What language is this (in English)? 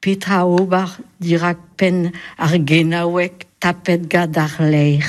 Breton